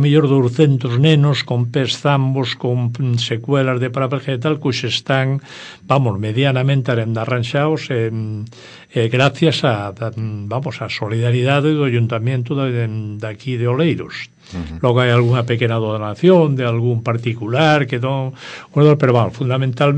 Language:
Galician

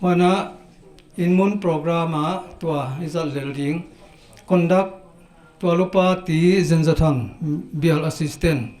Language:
Paite Chin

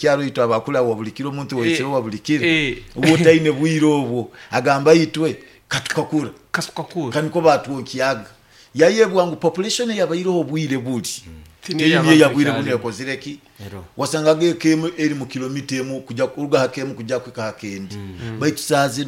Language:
Nyoro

